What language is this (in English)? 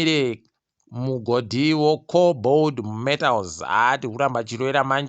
Ndau